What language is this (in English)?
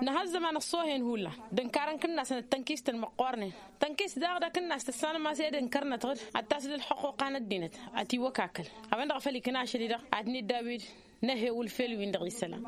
Tamasheq